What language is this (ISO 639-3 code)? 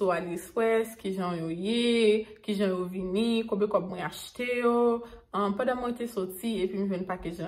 hat